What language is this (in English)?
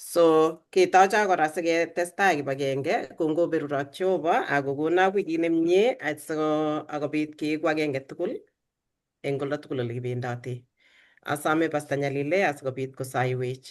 Kalenjin